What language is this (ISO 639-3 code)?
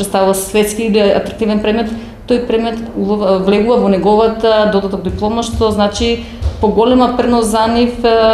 mkd